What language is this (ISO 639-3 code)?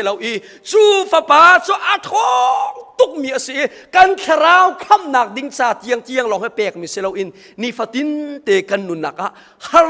cnh